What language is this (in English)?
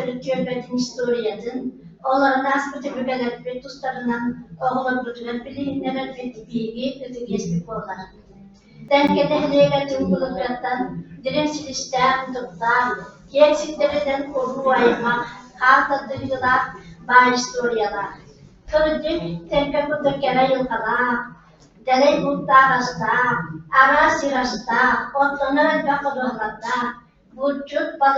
Yakut